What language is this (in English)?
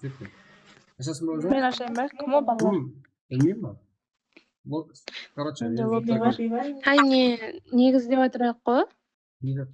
Kara-Kalpak